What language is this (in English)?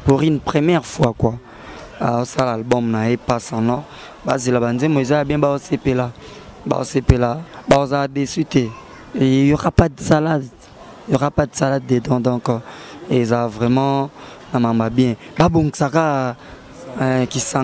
Lingala